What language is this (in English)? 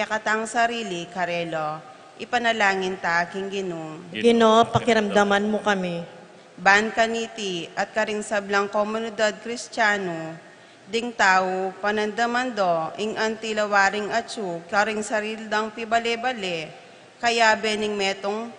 Pampanga